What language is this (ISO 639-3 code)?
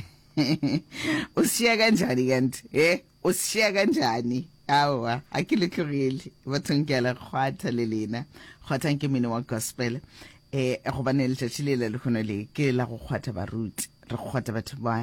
nso